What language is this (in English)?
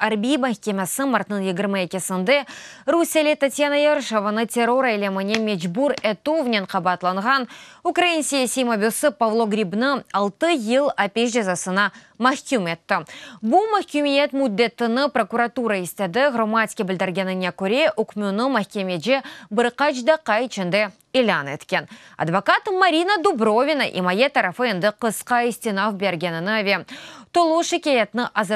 Crimean Tatar